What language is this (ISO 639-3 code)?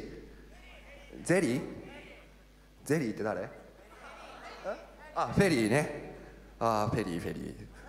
jpn